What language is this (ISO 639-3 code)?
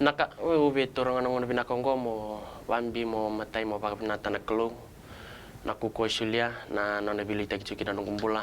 fij